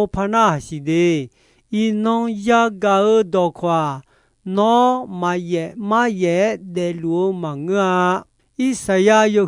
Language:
Akha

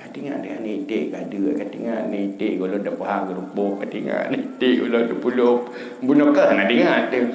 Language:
Achinese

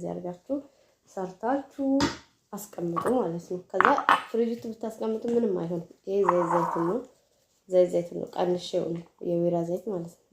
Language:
Amharic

